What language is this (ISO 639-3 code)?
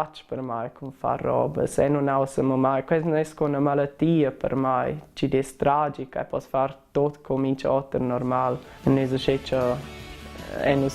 roh